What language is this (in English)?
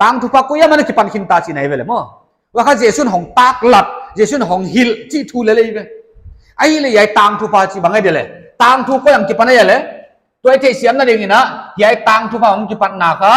Paite Chin